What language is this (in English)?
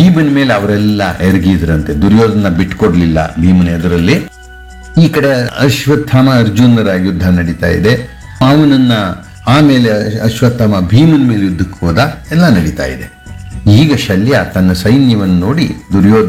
Kannada